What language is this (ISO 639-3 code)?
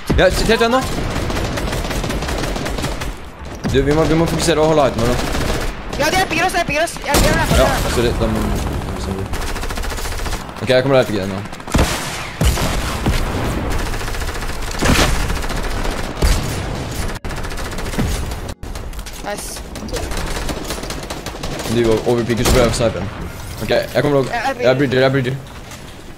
nor